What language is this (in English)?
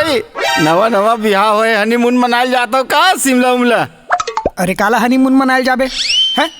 Chhattisgarhi